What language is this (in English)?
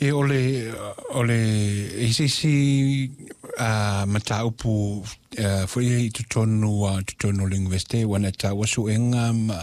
Samoan